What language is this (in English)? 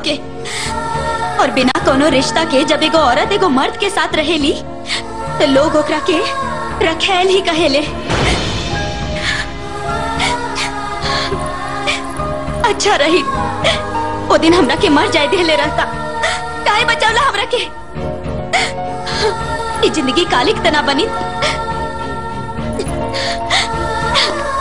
Bhojpuri